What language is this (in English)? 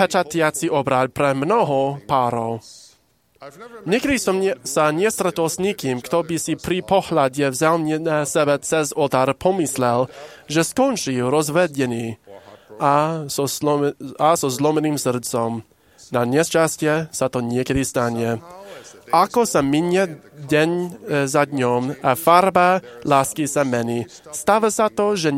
Slovak